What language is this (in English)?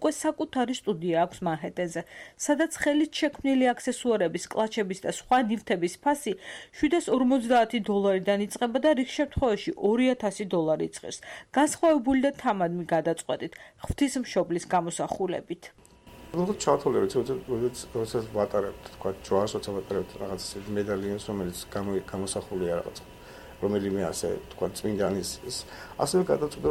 Georgian